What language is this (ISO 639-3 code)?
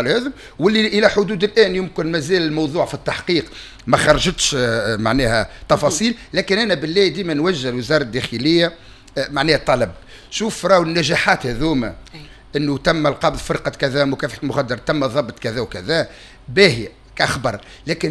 aeb